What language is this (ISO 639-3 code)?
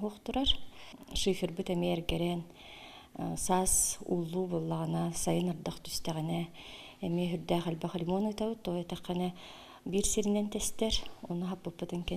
sah